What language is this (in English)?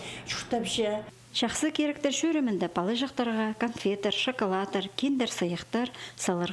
Khakas